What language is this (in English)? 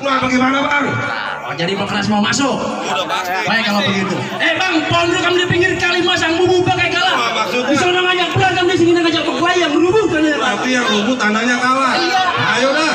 Betawi